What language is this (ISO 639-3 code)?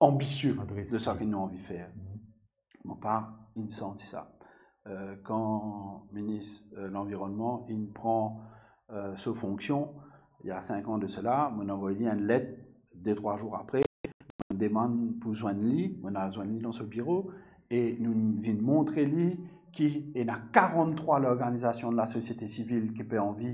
mfe